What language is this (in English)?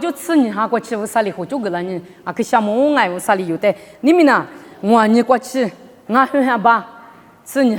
Lisu